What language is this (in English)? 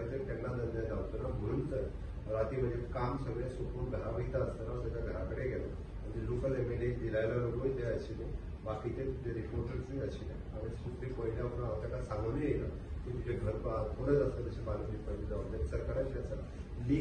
Konkani